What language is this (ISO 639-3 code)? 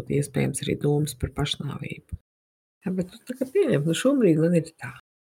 lav